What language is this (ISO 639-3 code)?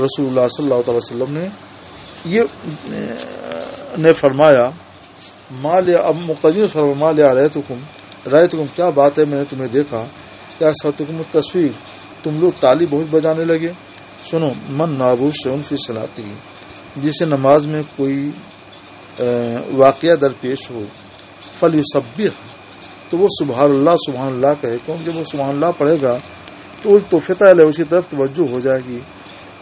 urd